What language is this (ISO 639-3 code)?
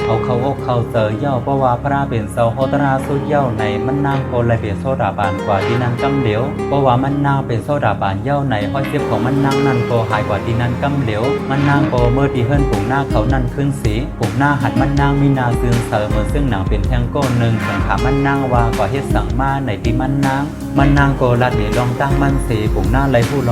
shn